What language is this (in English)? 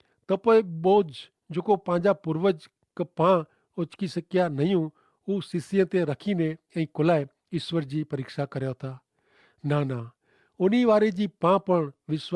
Kachhi